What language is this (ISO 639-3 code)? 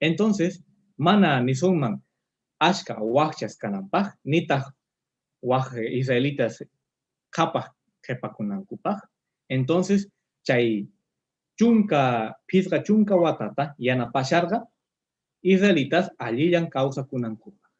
que